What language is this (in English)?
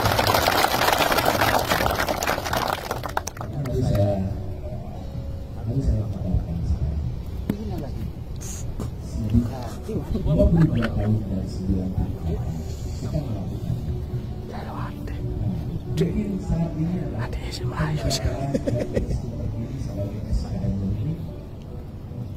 Indonesian